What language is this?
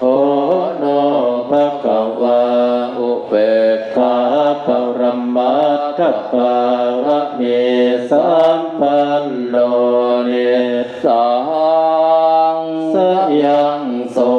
Pali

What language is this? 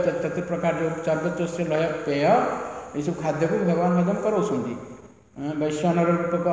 Odia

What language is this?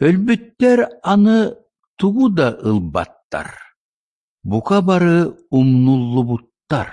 Yakut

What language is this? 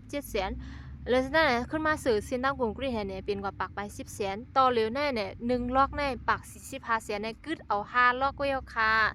Shan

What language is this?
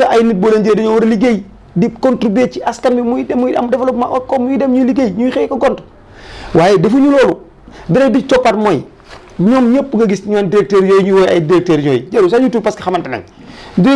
Wolof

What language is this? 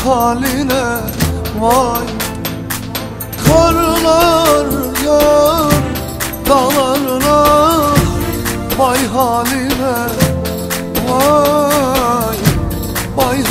Turkish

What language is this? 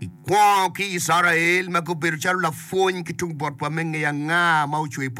Acoli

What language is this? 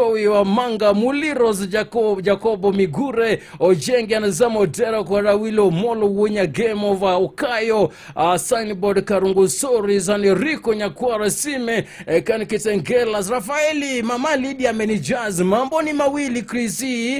Luo (Kenya and Tanzania)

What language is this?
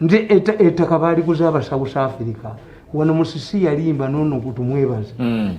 Ganda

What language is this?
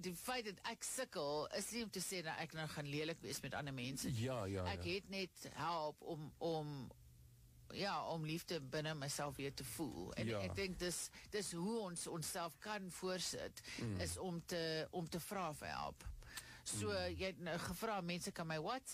Afrikaans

